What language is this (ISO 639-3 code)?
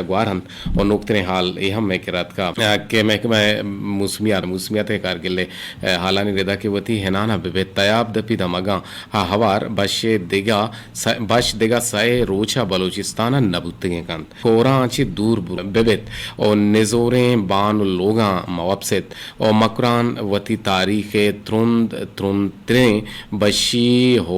bgp